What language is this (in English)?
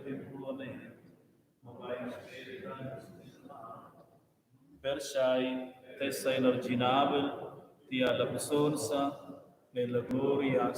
Romansh